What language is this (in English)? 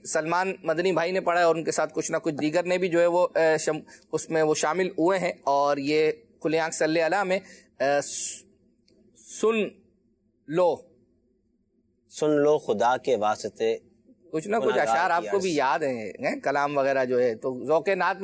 Urdu